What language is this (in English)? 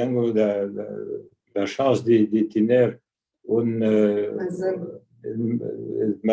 Ladino